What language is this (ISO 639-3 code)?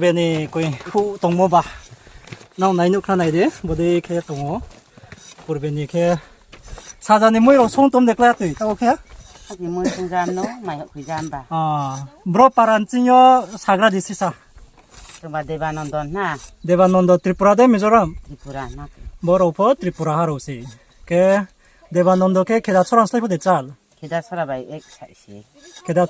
ria